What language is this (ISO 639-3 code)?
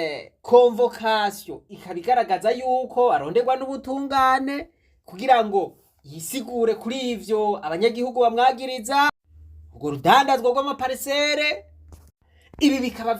run